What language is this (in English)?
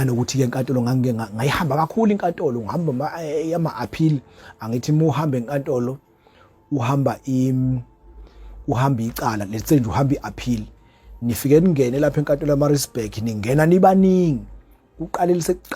Zulu